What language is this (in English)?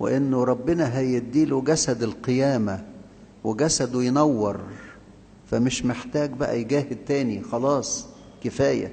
Egyptian Arabic